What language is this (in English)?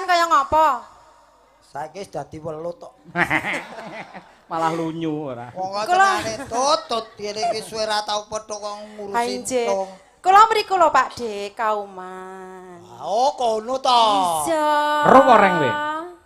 Javanese